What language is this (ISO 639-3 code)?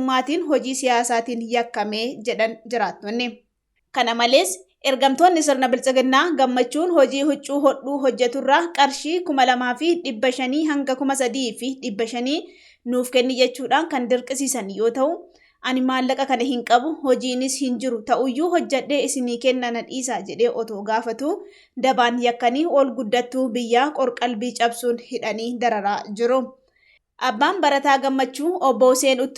orm